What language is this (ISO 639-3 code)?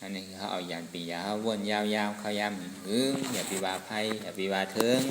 shn